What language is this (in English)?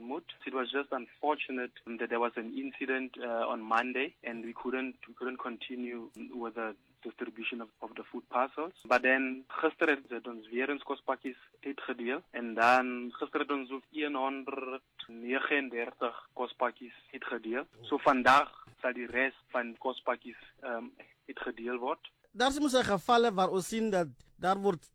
Afrikaans